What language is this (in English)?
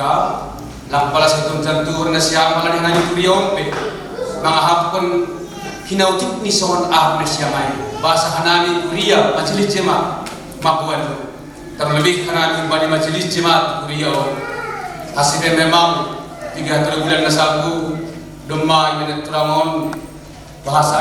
Batak Simalungun